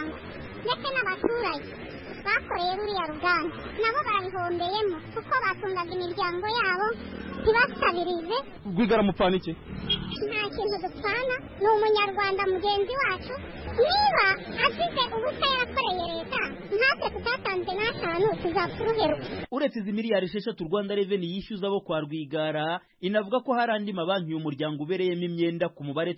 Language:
Kinyarwanda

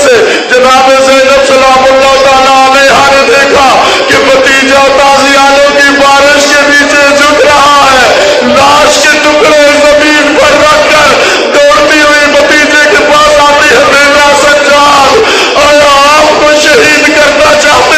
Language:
Urdu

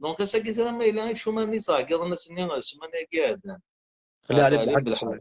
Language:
Kabyle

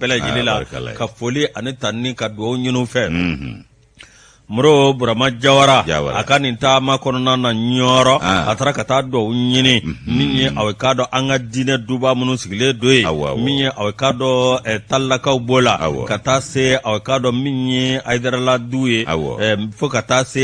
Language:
Bambara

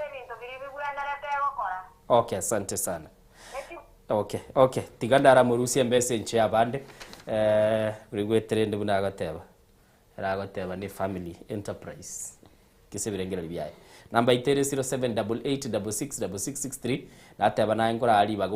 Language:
Gusii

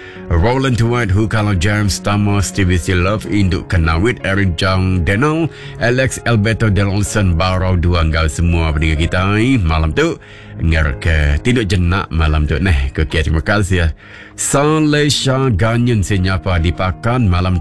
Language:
Iban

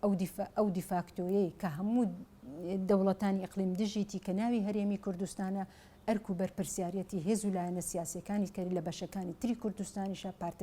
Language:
Central Kurdish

